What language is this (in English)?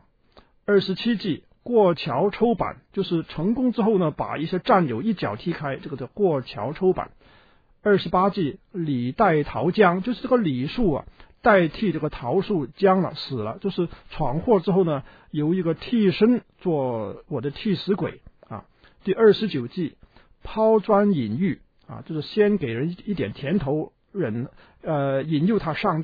Chinese